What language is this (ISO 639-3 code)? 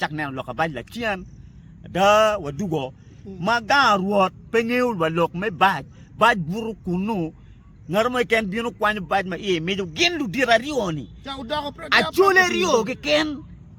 ach